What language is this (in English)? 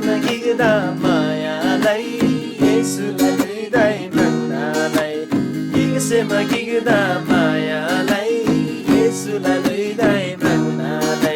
Eastern Tamang